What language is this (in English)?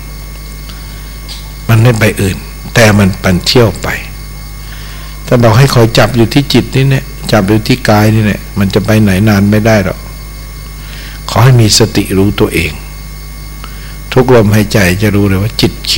Thai